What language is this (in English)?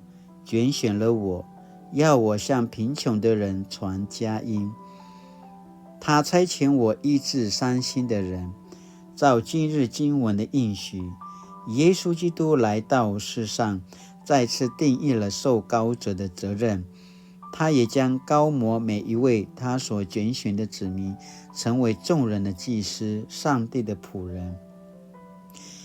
Paiwan